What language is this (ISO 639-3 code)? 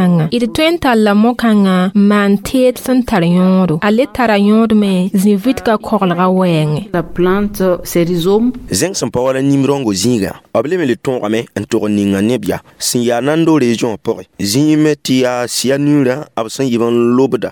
mos